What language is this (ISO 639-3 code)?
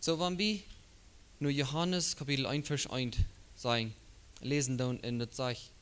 pdt